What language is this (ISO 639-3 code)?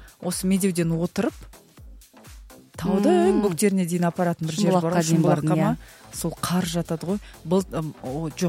kaz